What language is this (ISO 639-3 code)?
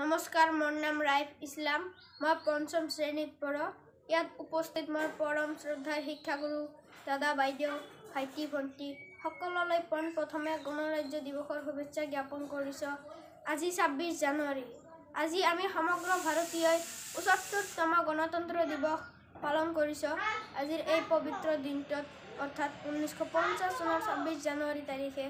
asm